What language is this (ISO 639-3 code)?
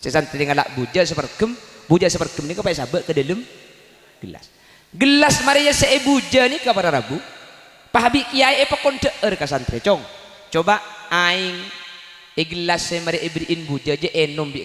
mad